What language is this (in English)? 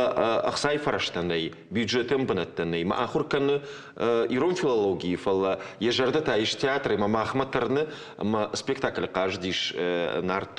Ossetic